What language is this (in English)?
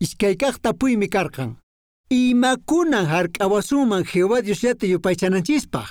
Quechua